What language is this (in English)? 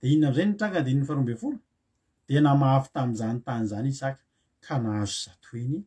Malagasy